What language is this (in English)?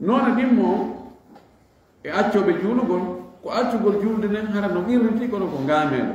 Fula